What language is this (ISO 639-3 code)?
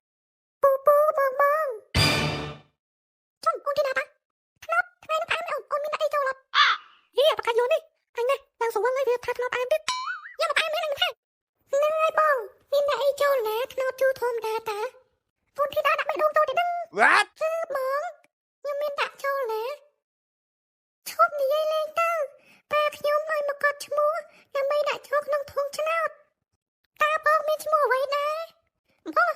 khm